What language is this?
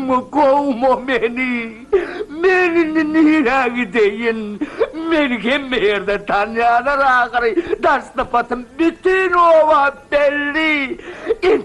Turkmen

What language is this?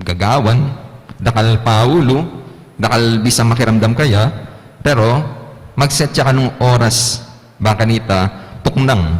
Pampanga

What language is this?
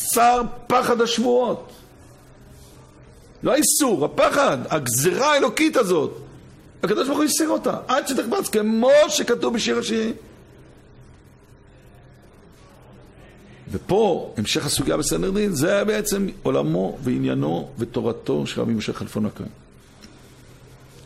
Hebrew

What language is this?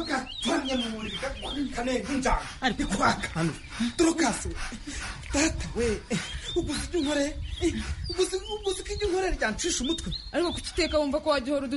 Kinyarwanda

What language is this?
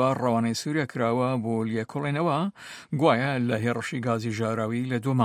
Kurdish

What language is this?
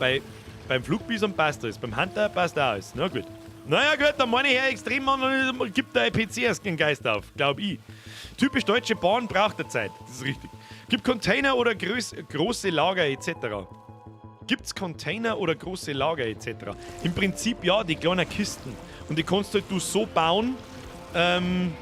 Bavarian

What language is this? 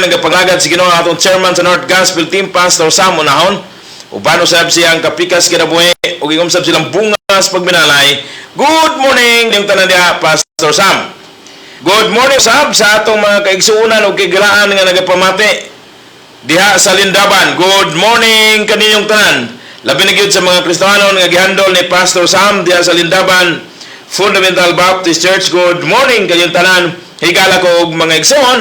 Cebuano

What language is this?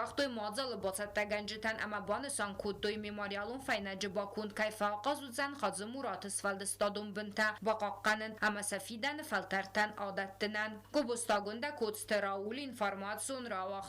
Ossetic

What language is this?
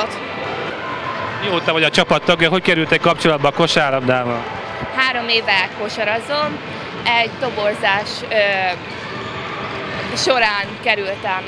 Hungarian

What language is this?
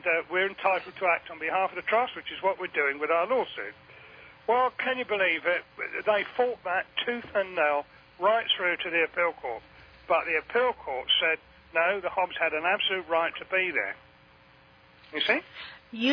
English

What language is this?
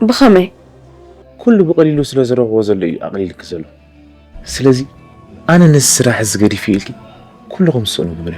Tigrinya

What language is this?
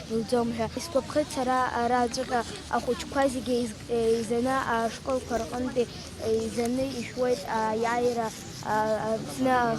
Abkhazian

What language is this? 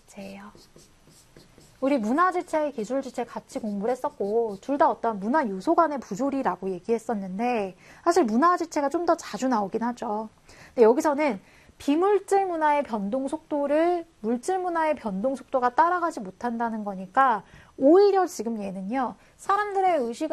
Korean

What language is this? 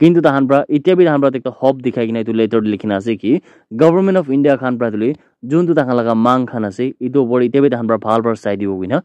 Naga Pidgin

